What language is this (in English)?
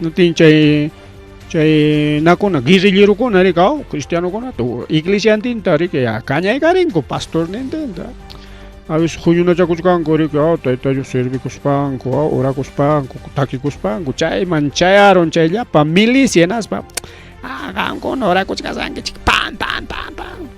Ayacucho Quechua